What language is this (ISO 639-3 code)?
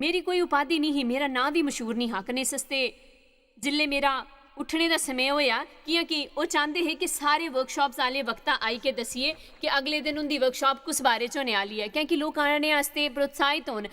doi